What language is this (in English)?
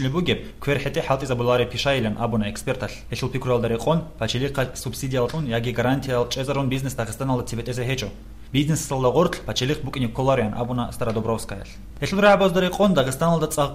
Avaric